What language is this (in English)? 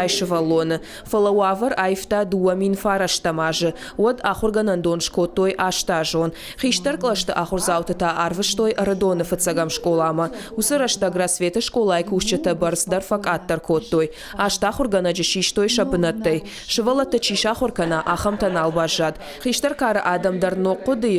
Ossetic